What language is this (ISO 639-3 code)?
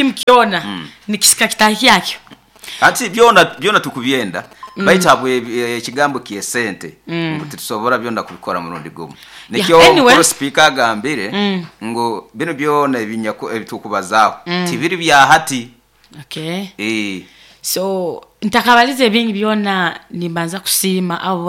nyo